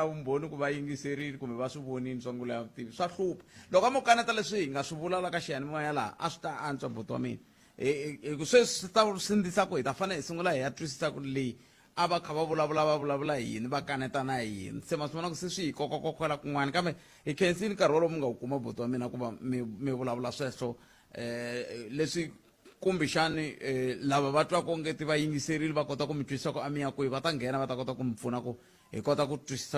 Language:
Tsonga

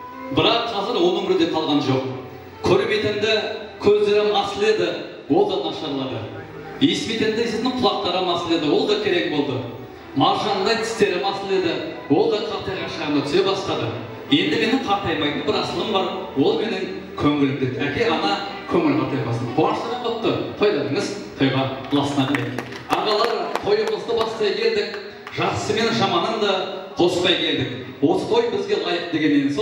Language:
Kara-Kalpak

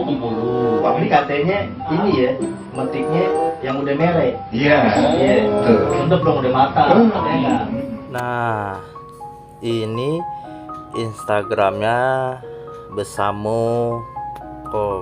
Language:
Betawi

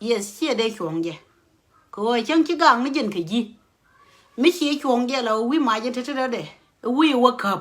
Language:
Nuer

